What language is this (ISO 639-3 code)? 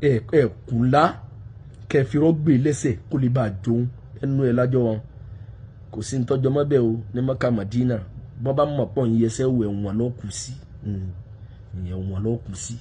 yor